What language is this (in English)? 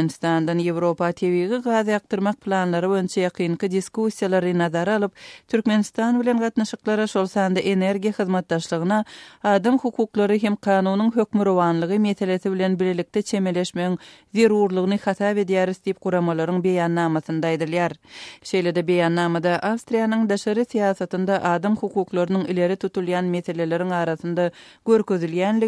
Turkmen